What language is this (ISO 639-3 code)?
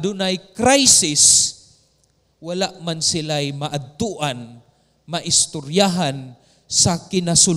ceb